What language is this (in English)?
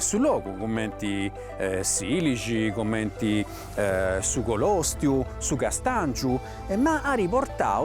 Sardinian